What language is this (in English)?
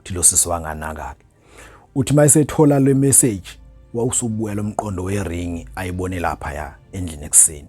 Zulu